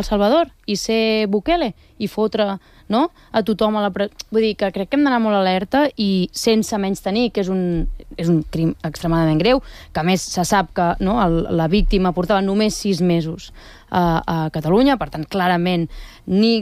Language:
Catalan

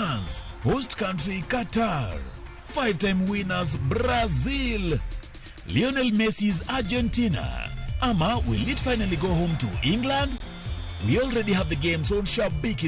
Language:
Luo (Kenya and Tanzania)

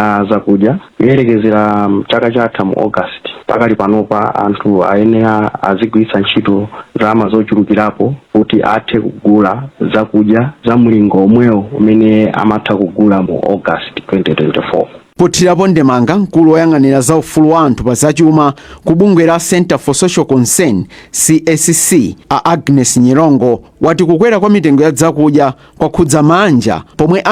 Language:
Nyanja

